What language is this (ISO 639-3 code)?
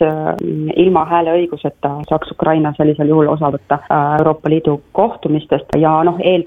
est